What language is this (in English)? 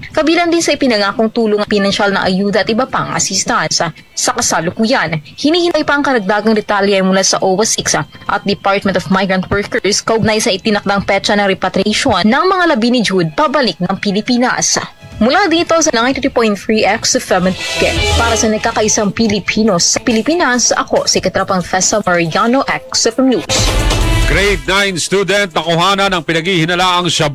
Filipino